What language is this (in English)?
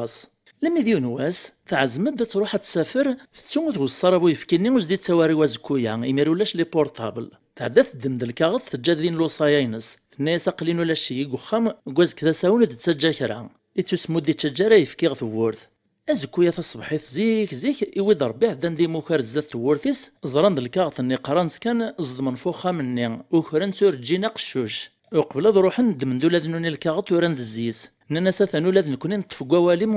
Kabyle